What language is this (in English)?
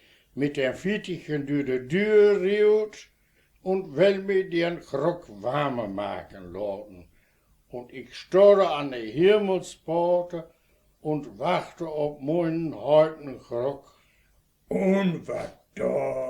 Westphalien